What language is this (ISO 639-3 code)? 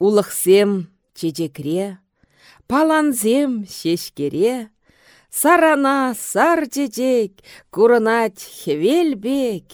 chv